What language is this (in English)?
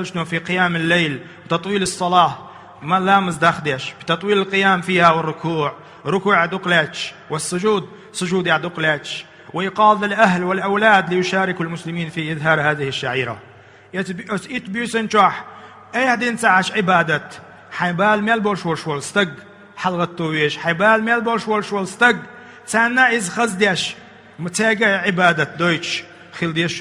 Chechen